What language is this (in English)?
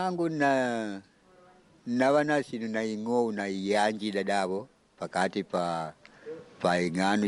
Makonde